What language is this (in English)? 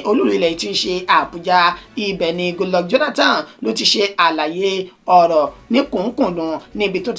Yoruba